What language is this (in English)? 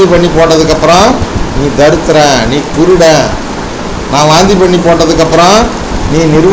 Tamil